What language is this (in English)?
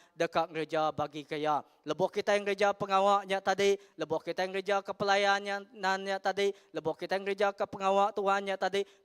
Iban